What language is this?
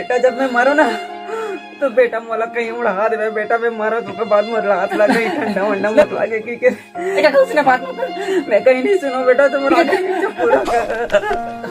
Chhattisgarhi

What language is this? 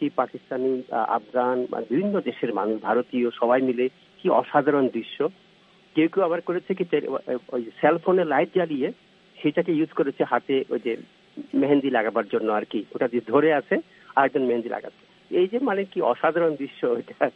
Bangla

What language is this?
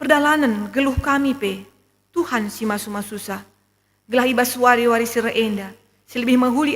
Batak Karo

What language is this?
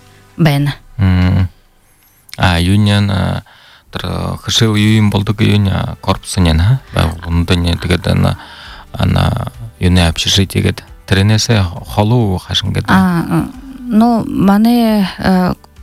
Buriat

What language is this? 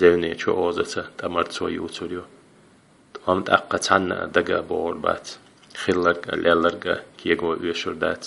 Chechen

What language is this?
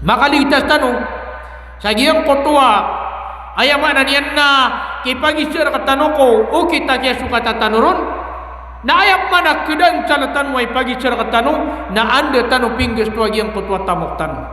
Maranao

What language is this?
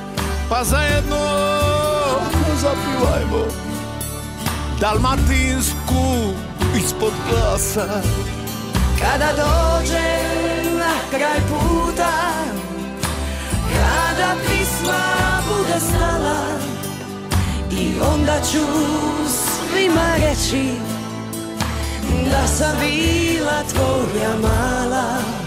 Croatian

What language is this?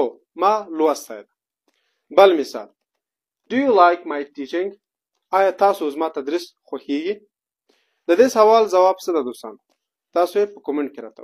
Pashto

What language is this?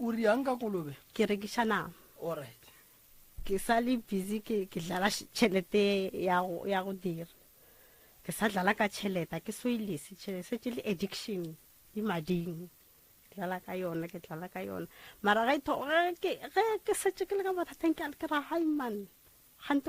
Northern Sotho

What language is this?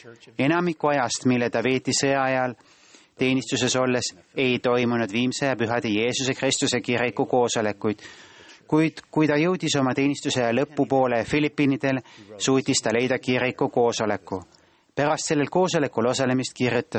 Estonian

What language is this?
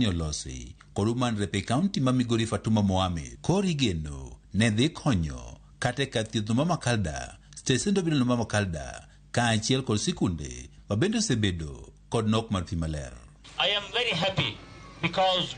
Luo (Kenya and Tanzania)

